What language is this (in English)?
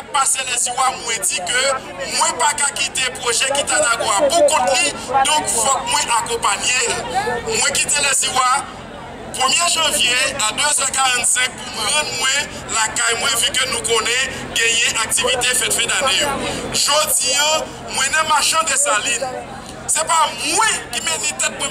Haitian Creole